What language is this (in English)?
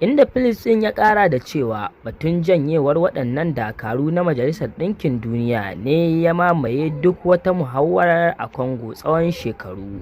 Hausa